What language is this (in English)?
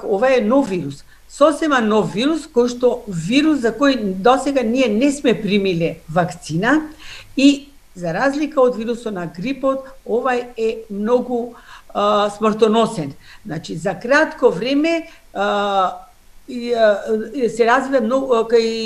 Macedonian